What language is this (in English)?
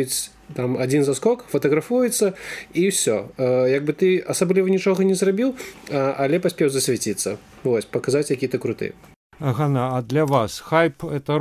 Belarusian